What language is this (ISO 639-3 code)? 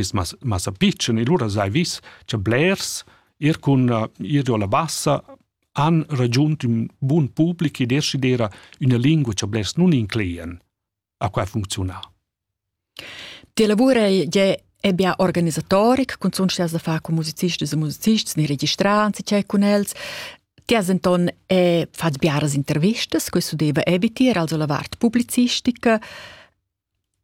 roh